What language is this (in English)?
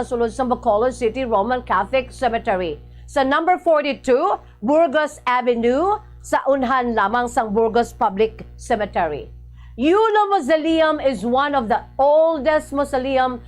Hiligaynon